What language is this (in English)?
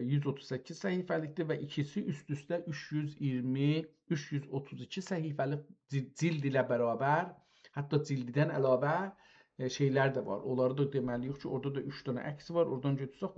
South Azerbaijani